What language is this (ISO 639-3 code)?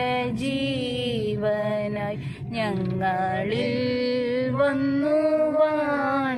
mal